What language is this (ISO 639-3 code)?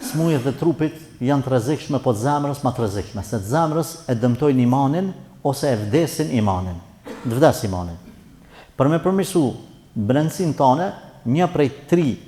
sqi